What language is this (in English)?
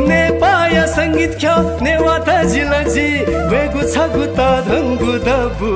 Newari